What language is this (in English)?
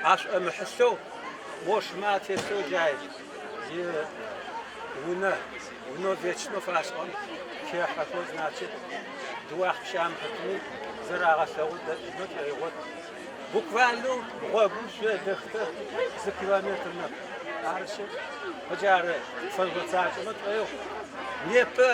Adyghe